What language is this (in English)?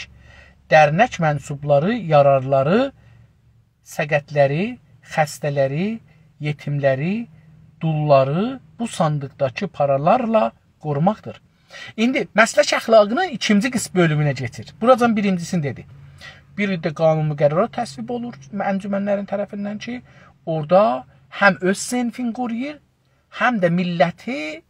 South Azerbaijani